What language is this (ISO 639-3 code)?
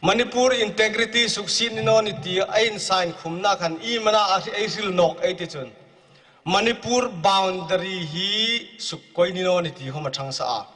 hmr